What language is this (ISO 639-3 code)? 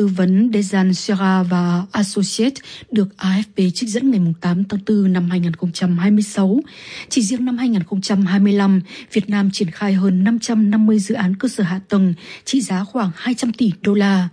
vie